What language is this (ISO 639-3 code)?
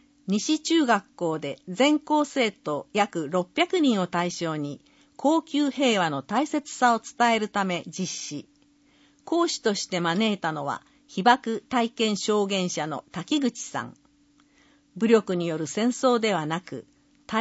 jpn